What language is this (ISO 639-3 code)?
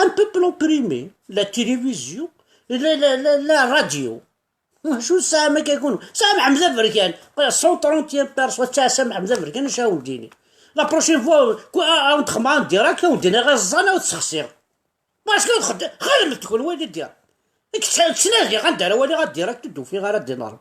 kab